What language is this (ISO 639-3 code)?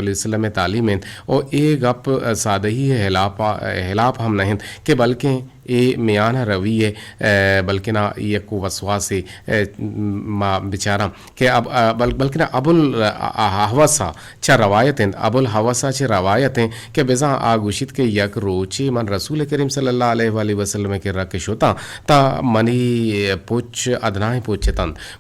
bgp